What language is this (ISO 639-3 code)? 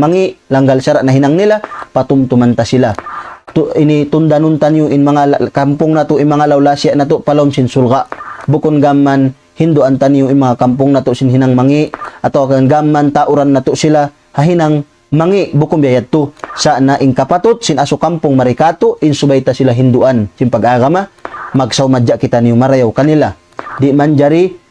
tsg